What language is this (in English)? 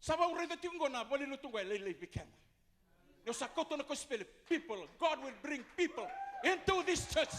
Fijian